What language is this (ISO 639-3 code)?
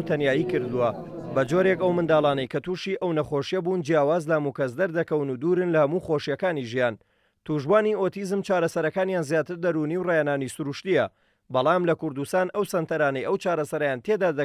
ckb